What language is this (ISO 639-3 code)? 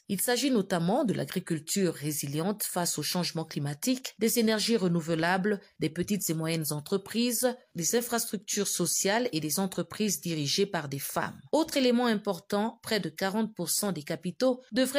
fra